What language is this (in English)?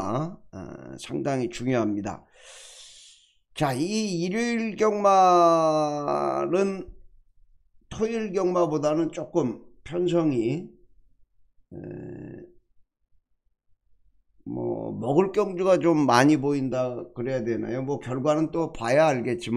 Korean